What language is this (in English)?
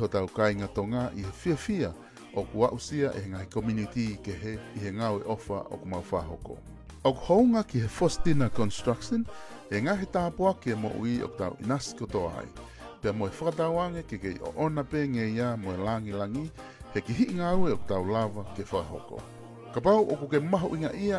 Tongan